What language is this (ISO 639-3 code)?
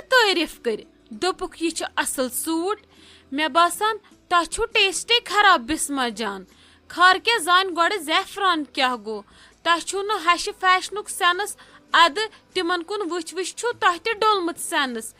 kas